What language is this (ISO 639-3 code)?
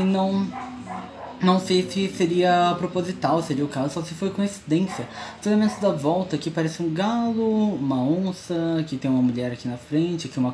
por